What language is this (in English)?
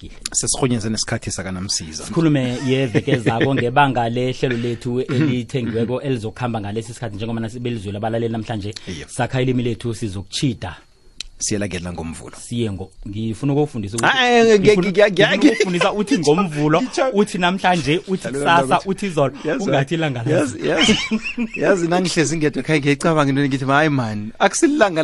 South Ndebele